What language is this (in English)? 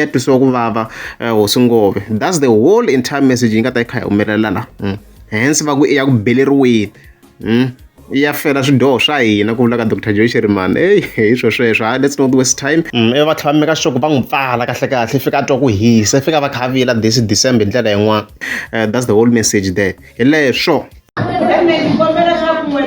Tsonga